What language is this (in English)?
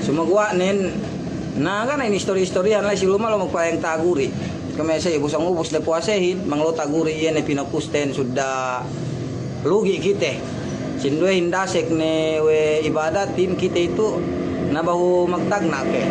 Yakan